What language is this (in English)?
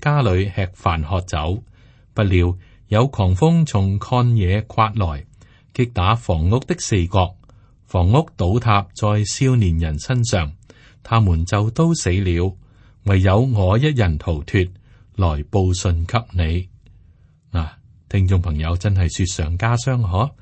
Cantonese